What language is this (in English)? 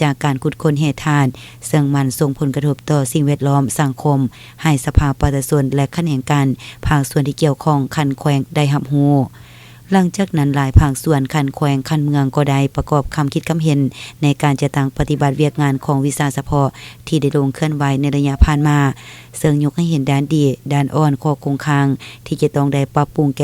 Lao